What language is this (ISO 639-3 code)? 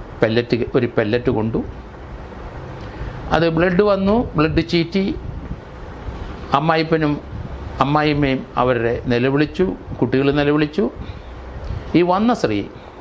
mal